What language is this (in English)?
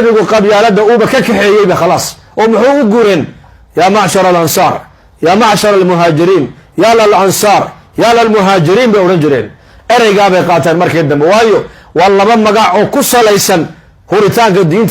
Somali